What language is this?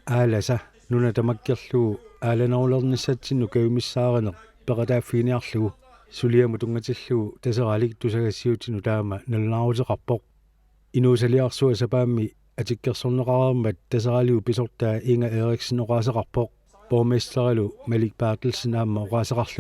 Kalaallisut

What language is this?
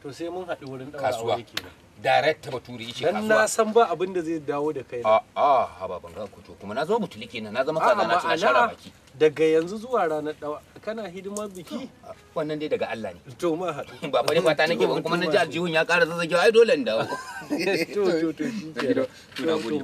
Hausa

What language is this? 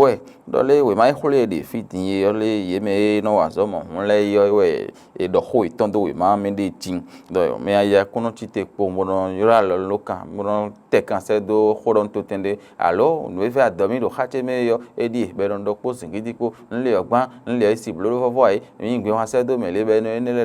Fon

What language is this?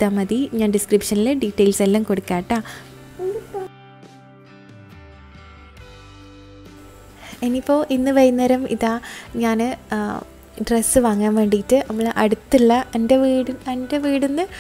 Malayalam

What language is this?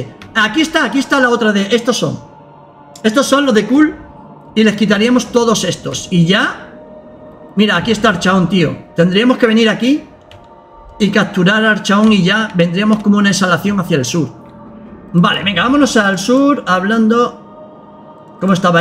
Spanish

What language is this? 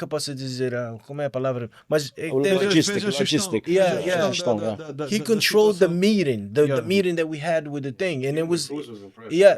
Kabuverdianu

